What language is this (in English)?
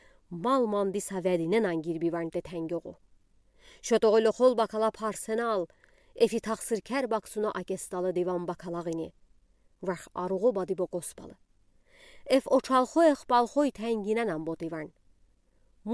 Udi